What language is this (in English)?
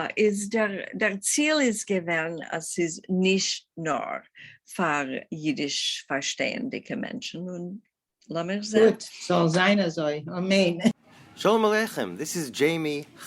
Yiddish